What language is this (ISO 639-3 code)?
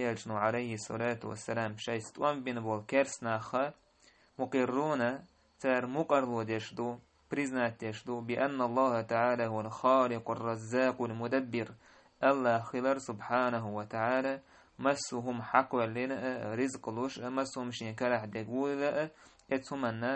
che